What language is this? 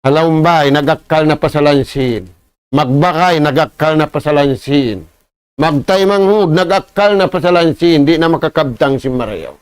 Tausug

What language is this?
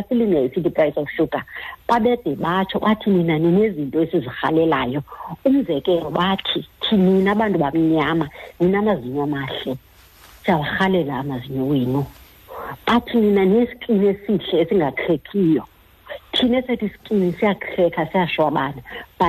Xhosa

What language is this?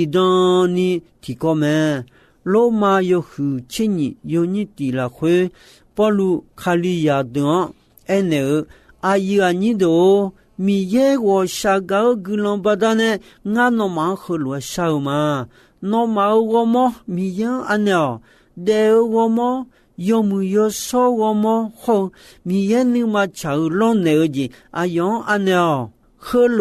Akha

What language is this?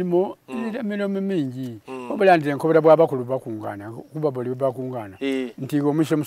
Soga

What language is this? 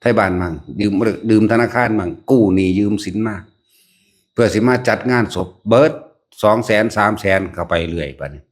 Northeastern Thai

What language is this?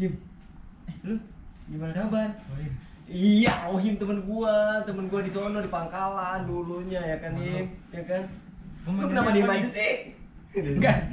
Betawi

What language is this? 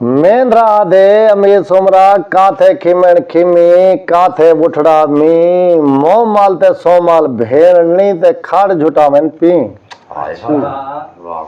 Saraiki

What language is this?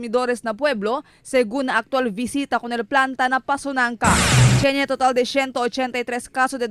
Chavacano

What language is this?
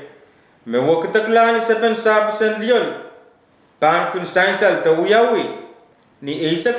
Pohnpeian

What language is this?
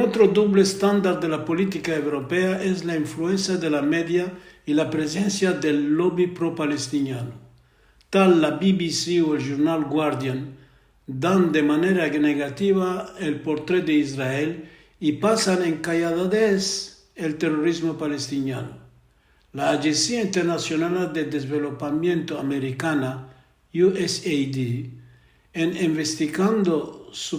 Ladino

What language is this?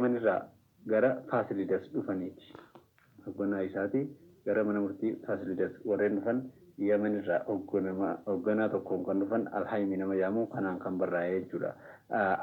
Oromo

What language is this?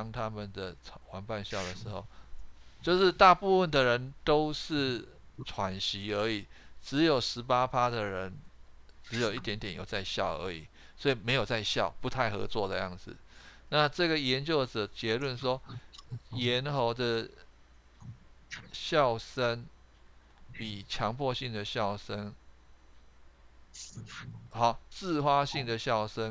Chinese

